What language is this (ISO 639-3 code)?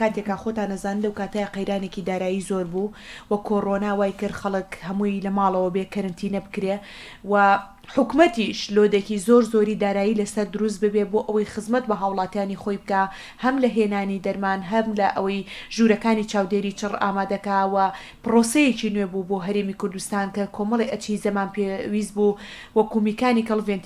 ckb